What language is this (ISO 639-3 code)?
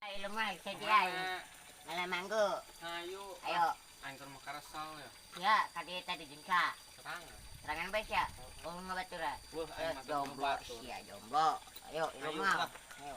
sun